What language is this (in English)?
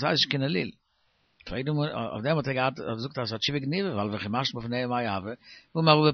Yiddish